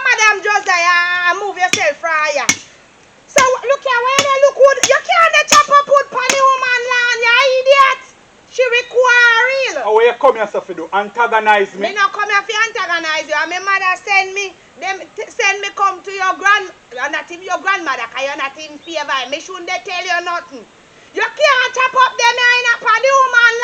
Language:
Jamaican Creole English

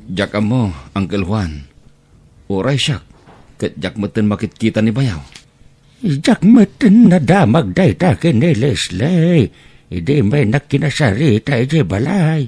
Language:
Iloko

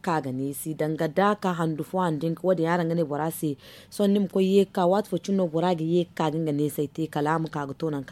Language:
Zarma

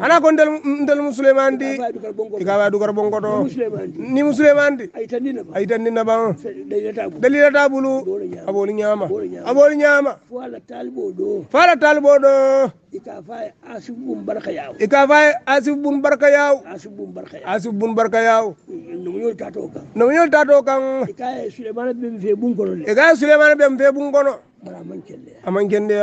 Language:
Hausa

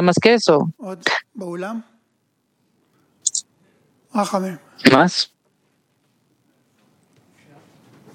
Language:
Spanish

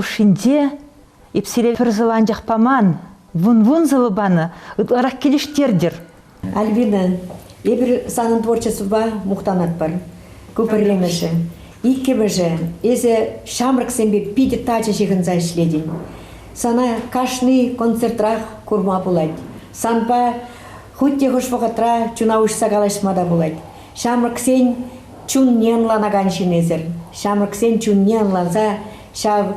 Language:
Chuvash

